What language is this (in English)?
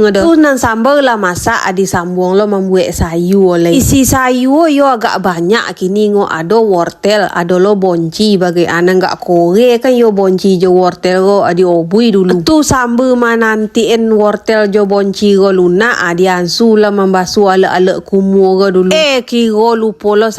Minangkabau